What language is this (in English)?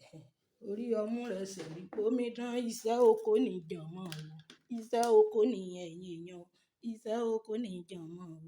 Yoruba